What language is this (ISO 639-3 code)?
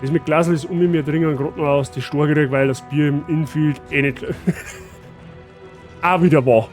bar